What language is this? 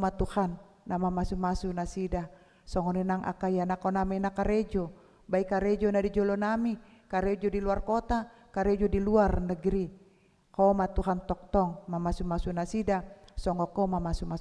Batak Toba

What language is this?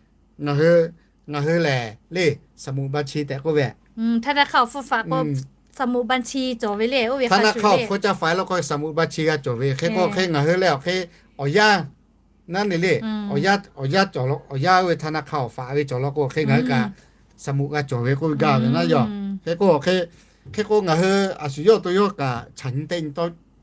Lahu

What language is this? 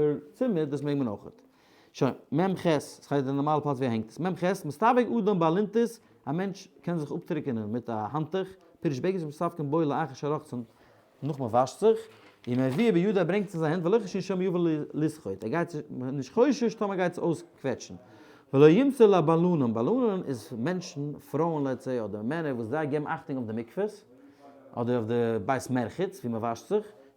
Yiddish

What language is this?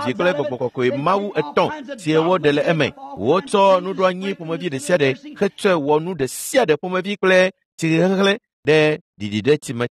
Ewe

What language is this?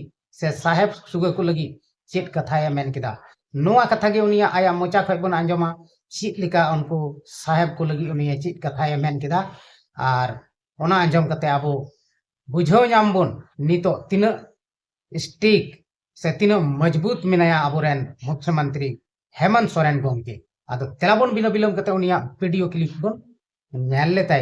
Santali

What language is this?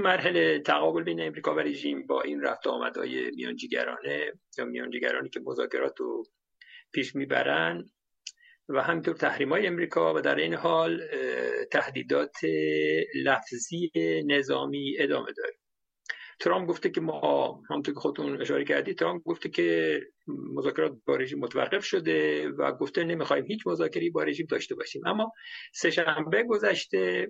Persian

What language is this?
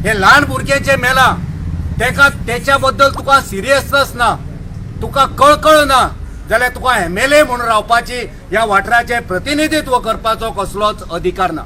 Konkani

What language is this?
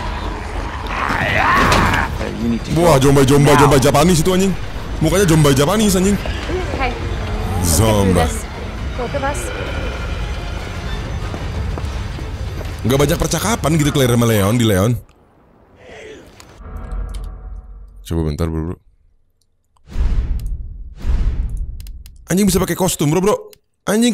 Indonesian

